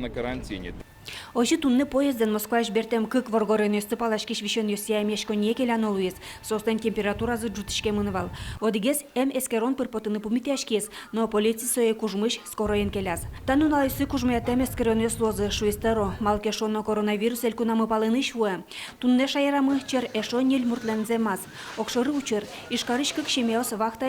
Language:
Udmurt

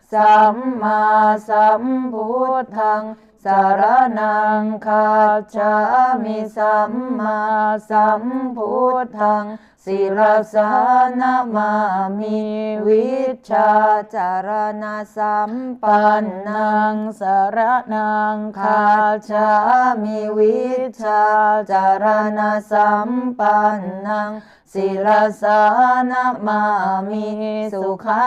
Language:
Pali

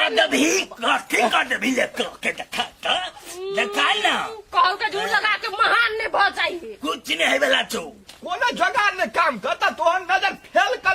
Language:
Maithili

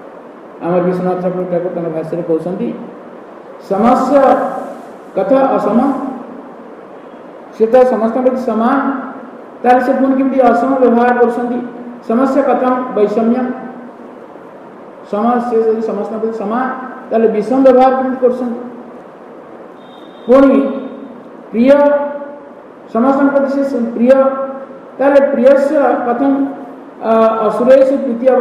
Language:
Odia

